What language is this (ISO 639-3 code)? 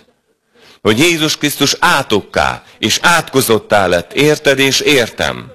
hun